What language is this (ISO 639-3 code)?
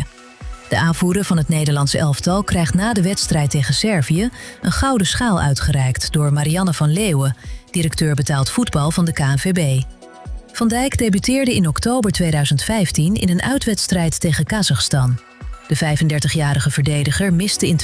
nld